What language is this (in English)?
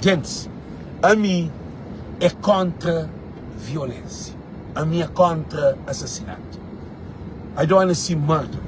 Kabuverdianu